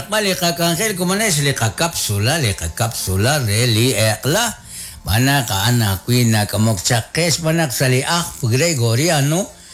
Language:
Kekchí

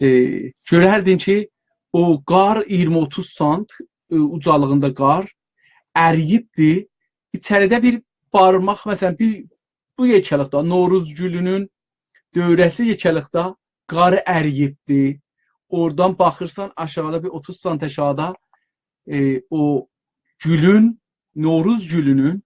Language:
South Azerbaijani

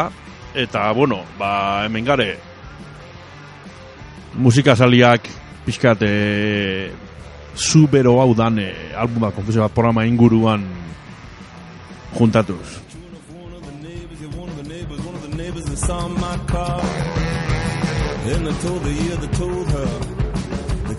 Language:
Basque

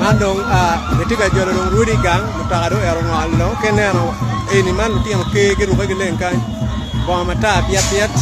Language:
Acoli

